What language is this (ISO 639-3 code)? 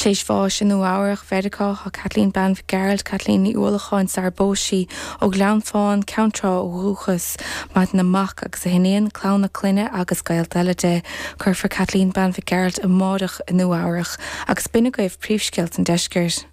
gle